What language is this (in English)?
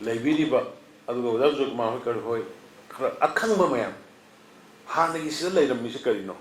Manipuri